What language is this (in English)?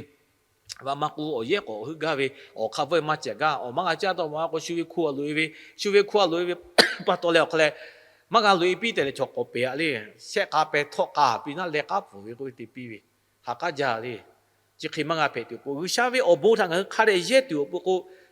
Lahu